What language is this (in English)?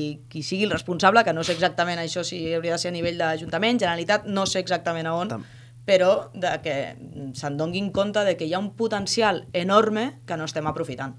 Catalan